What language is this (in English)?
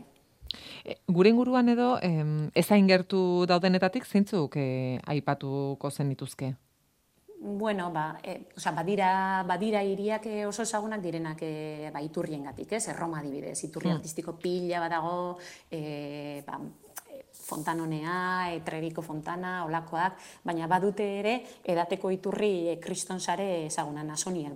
Basque